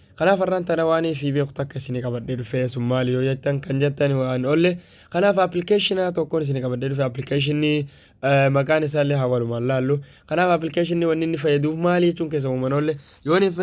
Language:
Oromo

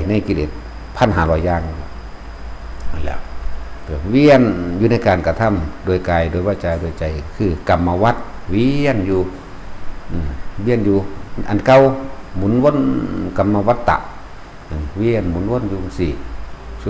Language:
Lao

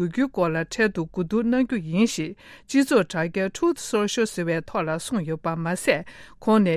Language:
Tibetan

